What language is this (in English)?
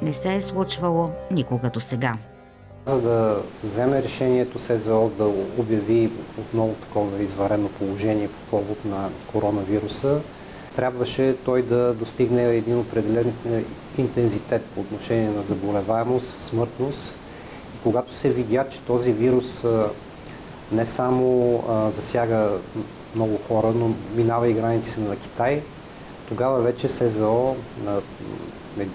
Bulgarian